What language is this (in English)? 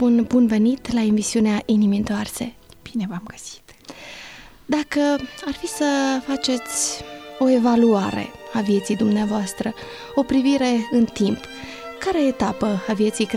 Romanian